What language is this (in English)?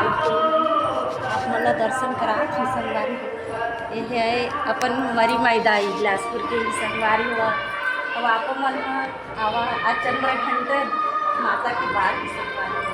Chhattisgarhi